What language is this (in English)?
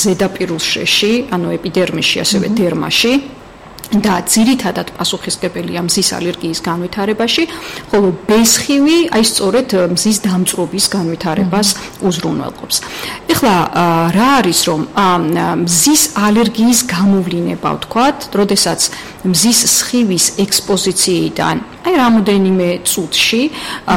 Georgian